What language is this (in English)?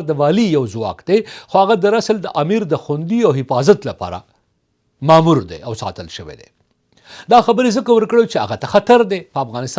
Pashto